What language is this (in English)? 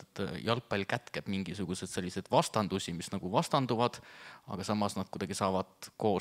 Estonian